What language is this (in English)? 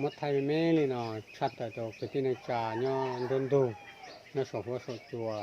Hmong